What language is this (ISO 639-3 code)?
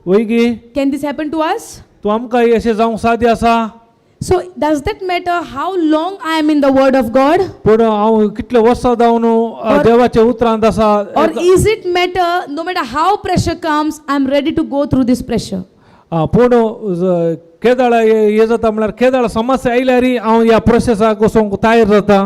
kok